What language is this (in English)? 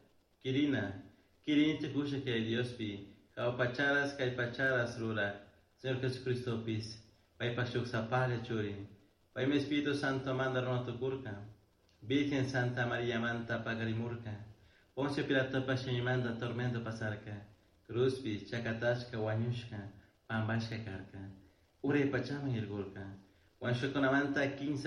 Chimborazo Highland Quichua